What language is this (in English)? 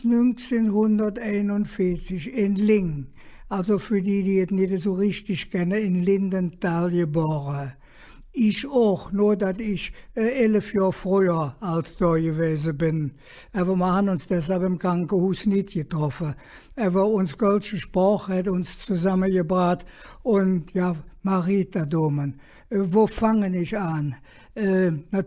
Colognian